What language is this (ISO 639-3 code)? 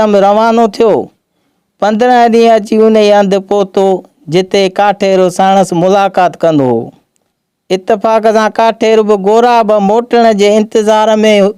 snd